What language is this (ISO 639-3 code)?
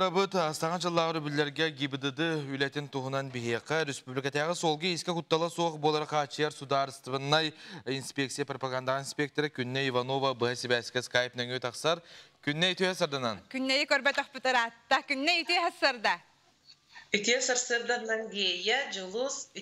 sah